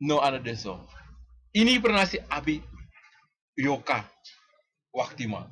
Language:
Sranan Tongo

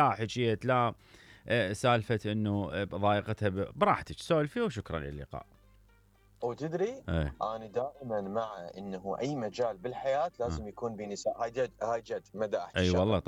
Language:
Mesopotamian Arabic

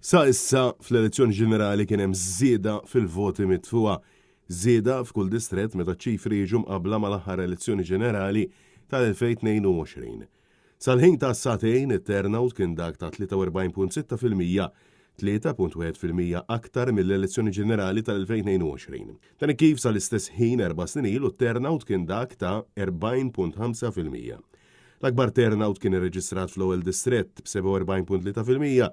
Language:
Maltese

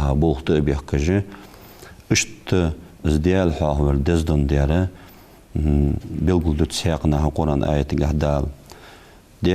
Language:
Ingush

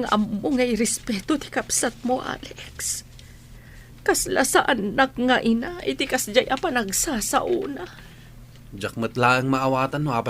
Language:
Iloko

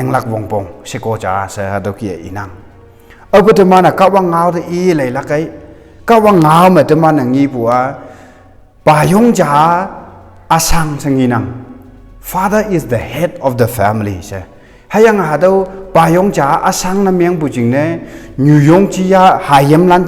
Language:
Konyak Naga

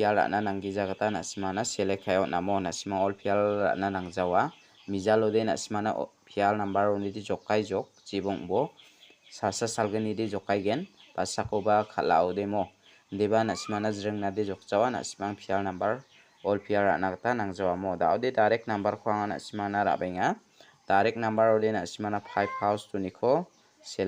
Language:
Garo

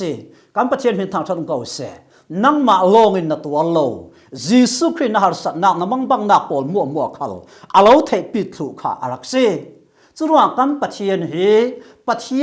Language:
Falam Chin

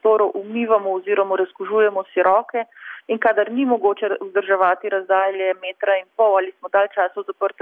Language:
Slovenian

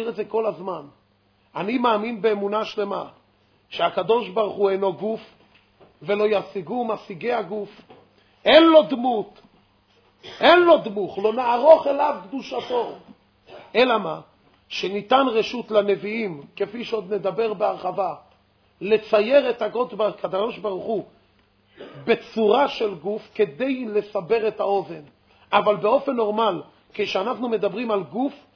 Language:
Hebrew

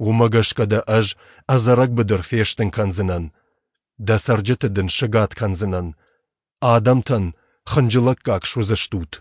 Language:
Ossetic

